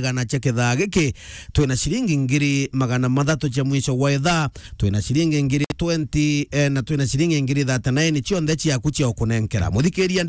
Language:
Meru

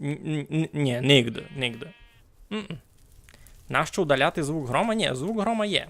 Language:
Rusyn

